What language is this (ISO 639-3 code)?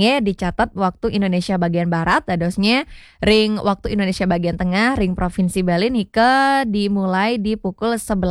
ban